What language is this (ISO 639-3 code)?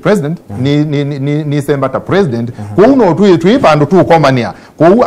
kam